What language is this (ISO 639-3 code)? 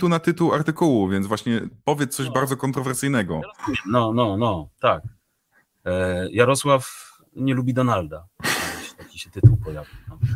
pol